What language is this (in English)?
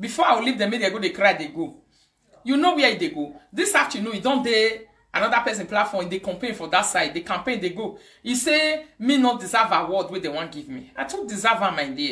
Nigerian Pidgin